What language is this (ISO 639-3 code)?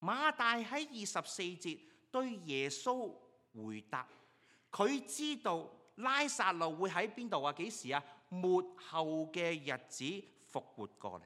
yue